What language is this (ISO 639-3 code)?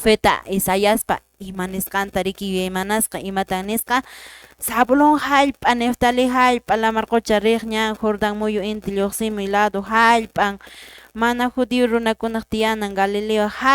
que